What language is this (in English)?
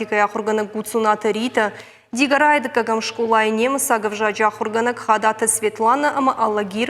Ossetic